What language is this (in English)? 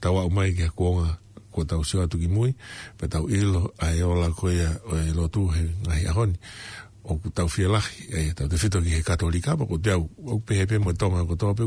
Tongan